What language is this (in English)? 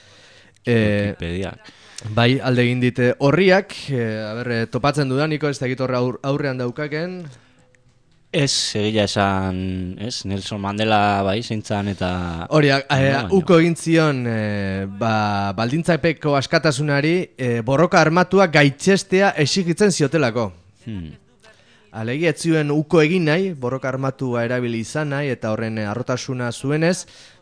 Basque